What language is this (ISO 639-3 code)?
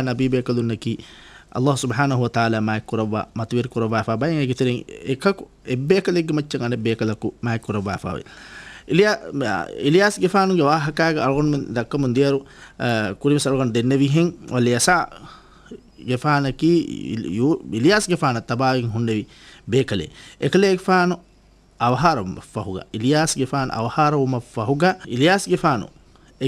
div